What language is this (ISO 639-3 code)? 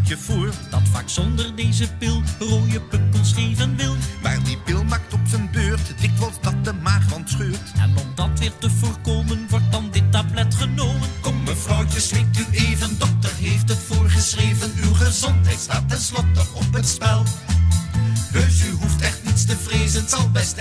nld